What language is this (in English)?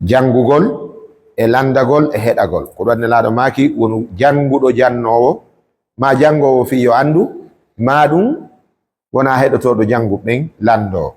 Fula